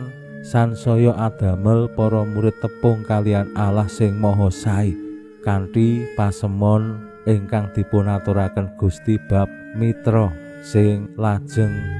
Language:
Javanese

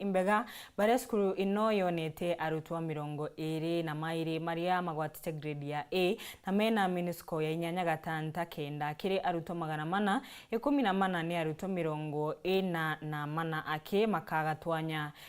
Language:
Meru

